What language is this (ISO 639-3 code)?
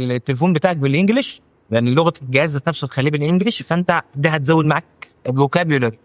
arz